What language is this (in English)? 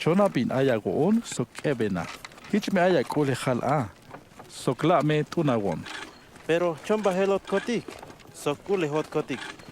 Tzeltal